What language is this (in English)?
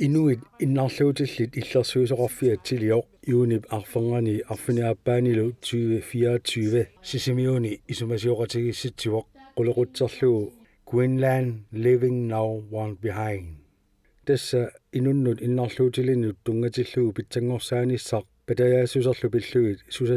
Kalaallisut